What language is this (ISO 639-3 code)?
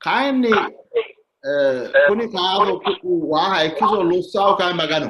sid